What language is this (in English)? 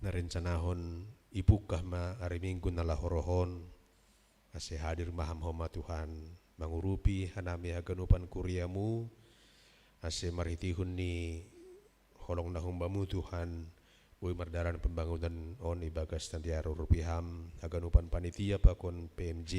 Batak Simalungun